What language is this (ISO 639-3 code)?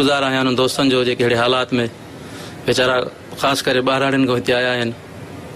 snd